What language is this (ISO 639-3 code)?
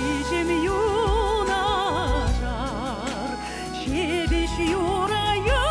chv